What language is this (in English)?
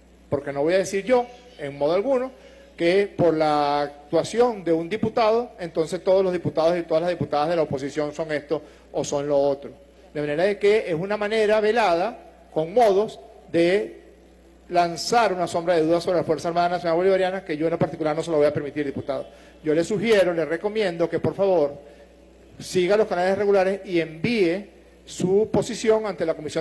Spanish